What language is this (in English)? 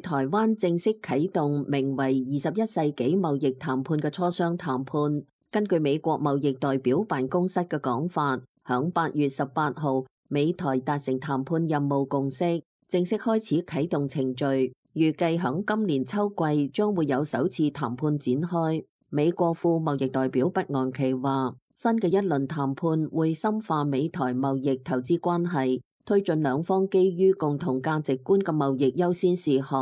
Cantonese